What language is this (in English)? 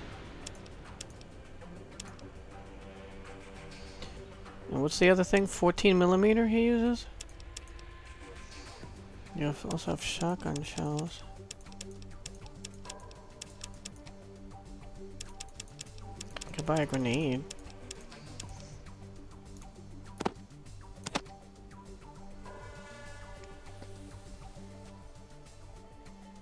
English